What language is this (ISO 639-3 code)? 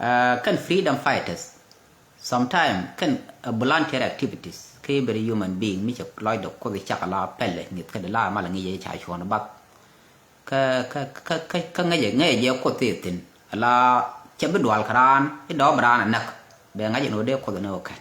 nus